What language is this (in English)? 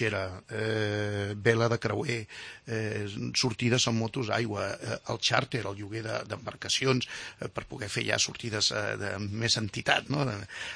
Catalan